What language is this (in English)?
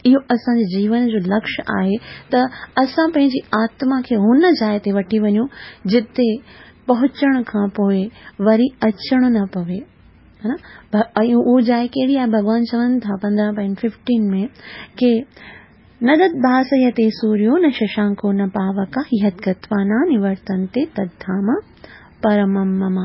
Sindhi